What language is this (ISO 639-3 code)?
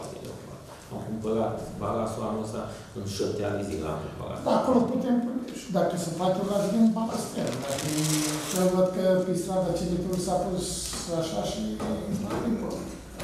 ron